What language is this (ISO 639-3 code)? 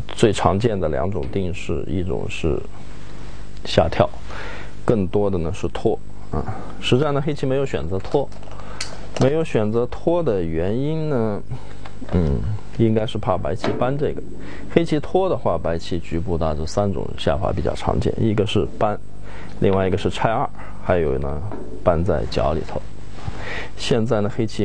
zho